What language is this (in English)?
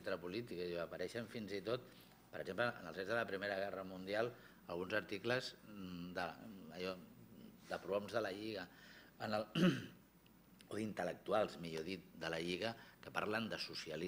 Catalan